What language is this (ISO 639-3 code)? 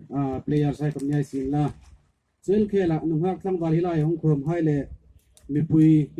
hmr